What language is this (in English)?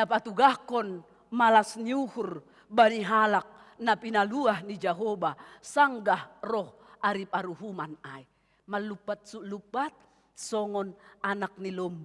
Batak Simalungun